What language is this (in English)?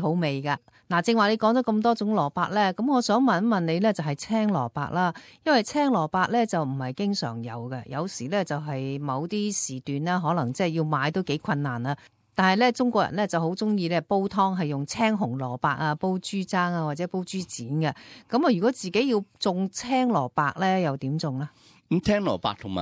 Cantonese